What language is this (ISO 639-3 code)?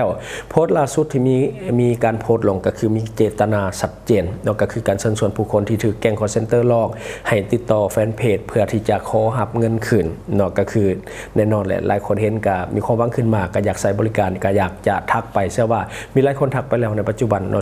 lao